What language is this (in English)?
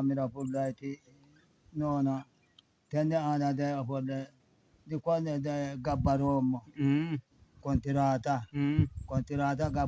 Sidamo